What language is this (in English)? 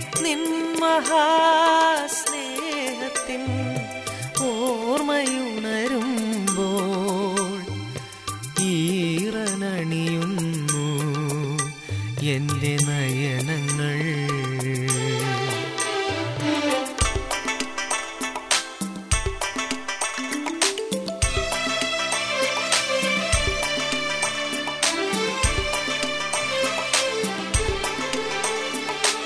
Malayalam